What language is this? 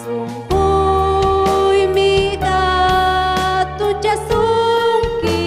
Ayacucho Quechua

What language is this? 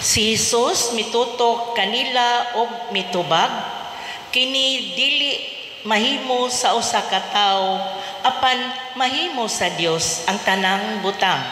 Cebuano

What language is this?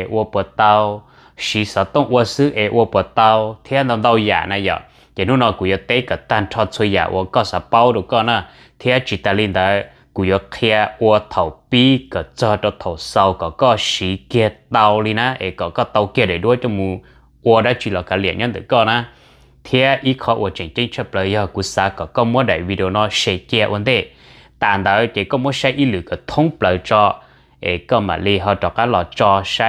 Hmong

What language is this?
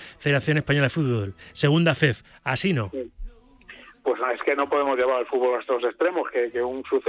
Spanish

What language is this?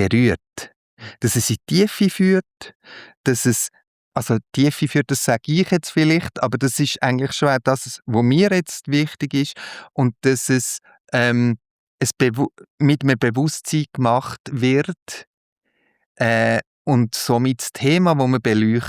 Swiss German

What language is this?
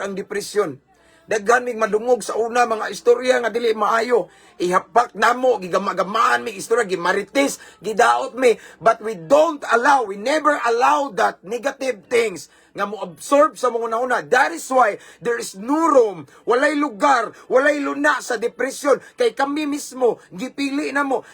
Cebuano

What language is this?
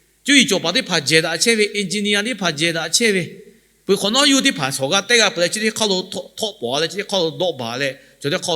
Lahu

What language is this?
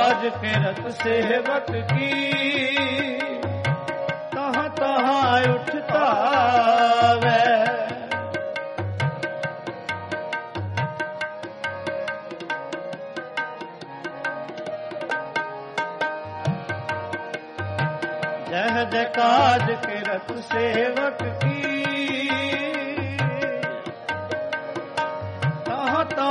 Punjabi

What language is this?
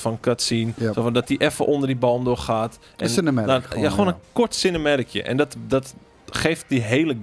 Dutch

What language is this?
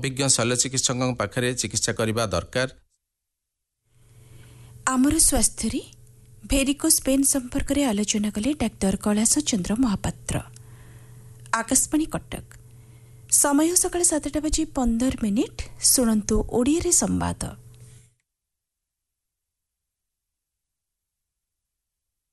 Odia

